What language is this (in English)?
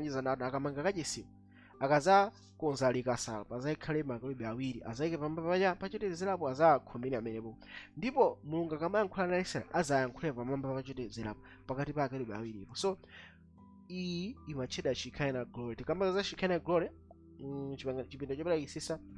Nyanja